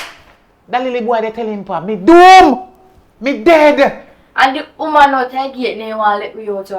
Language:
Jamaican Creole English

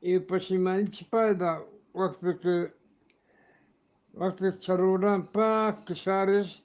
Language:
Eastern Balochi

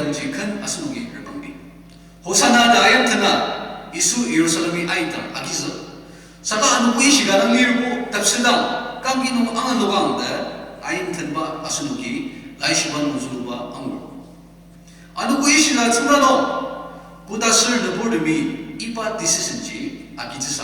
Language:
Ao Naga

